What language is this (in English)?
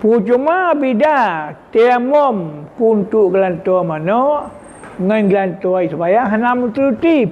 Achinese